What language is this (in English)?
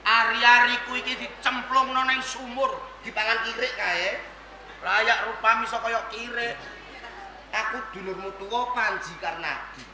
Javanese